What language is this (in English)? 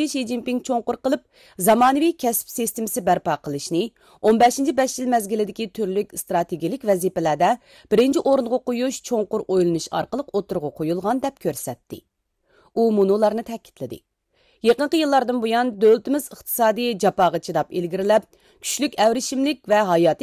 Uyghur